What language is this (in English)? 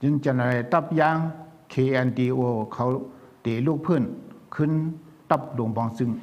Shan